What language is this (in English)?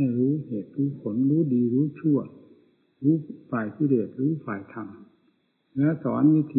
Thai